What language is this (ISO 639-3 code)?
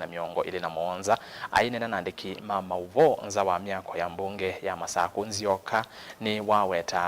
kam